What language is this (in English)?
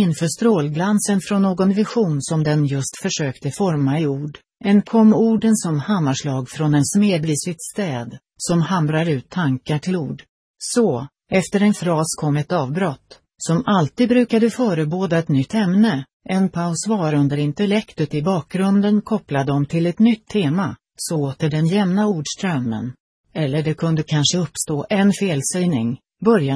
Swedish